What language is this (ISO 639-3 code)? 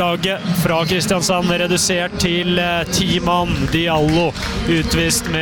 nor